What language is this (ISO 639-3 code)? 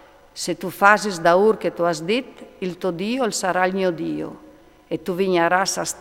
fur